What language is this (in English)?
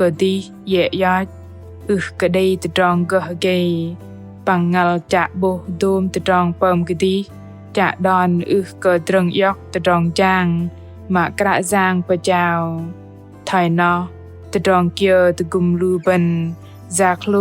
Bahnar